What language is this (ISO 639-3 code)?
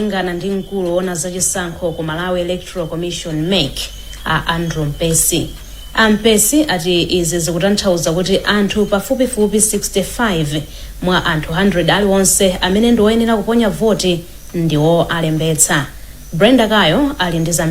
nya